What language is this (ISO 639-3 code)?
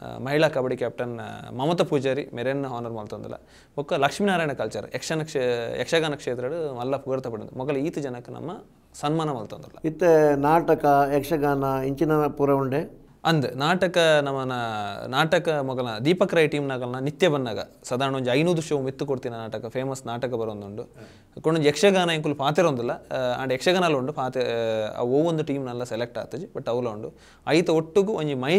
tcy